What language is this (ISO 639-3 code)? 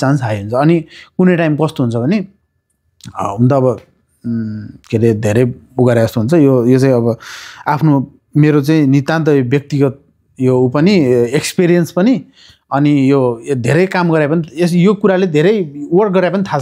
nep